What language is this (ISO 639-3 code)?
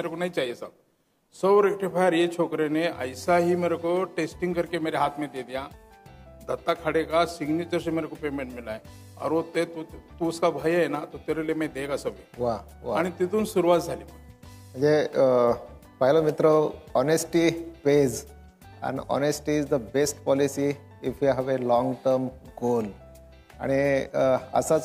mar